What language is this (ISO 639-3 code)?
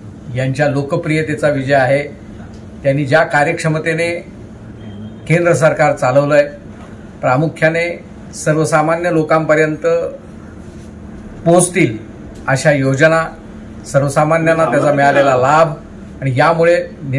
mar